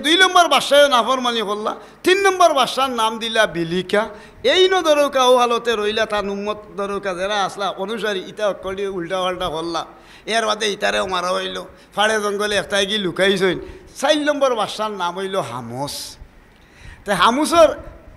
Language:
Sylheti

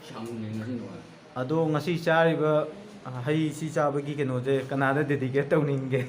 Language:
Manipuri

